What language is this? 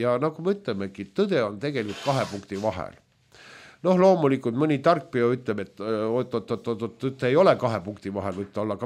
Estonian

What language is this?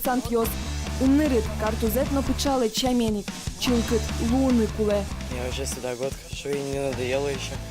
Udmurt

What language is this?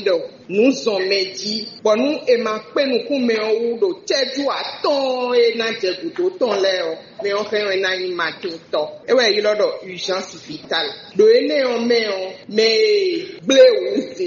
Fon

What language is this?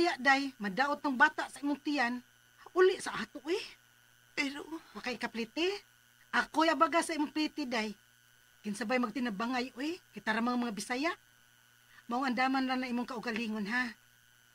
Cebuano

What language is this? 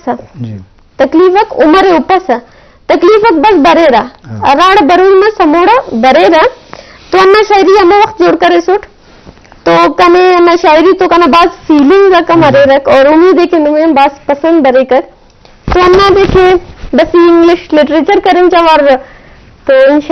Eastern Balochi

